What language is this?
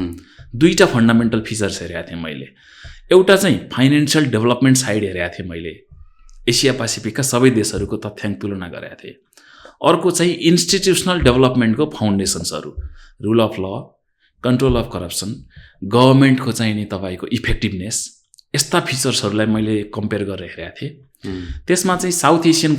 Nepali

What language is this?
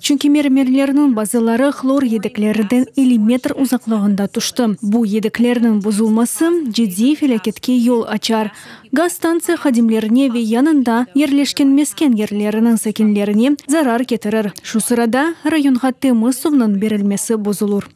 Crimean Tatar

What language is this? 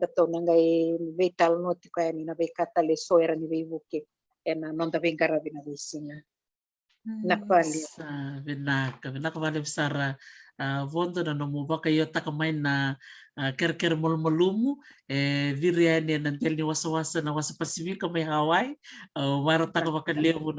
Fijian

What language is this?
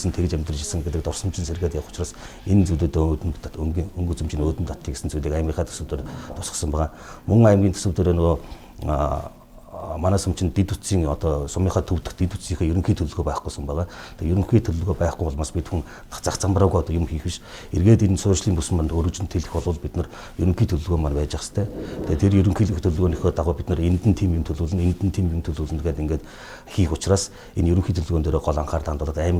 Mongolian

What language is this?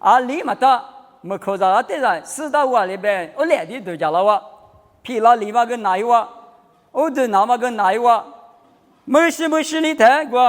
Lisu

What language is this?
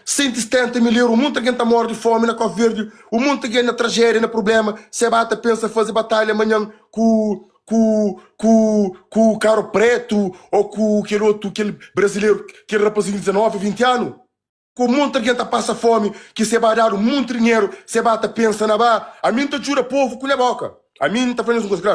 Kabuverdianu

